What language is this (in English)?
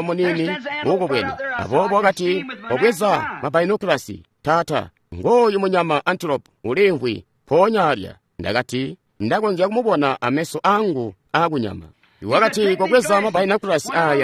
Tonga (Zambia)